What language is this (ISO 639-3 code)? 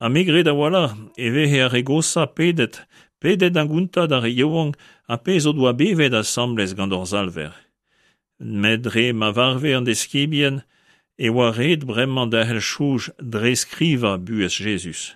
bre